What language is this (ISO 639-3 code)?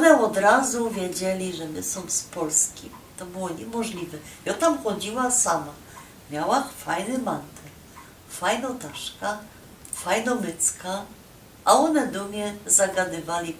szl